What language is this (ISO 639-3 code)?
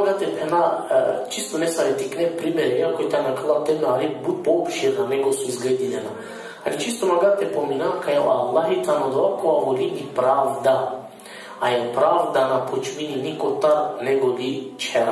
rmn